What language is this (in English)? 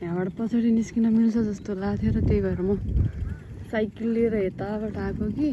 Nepali